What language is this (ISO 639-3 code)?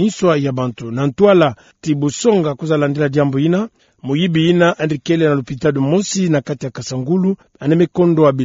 ktu